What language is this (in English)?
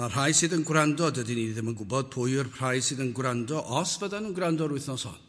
Welsh